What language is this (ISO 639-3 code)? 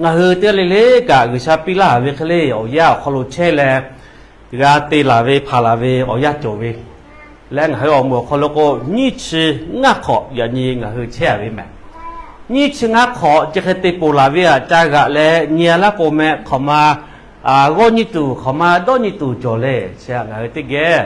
lhu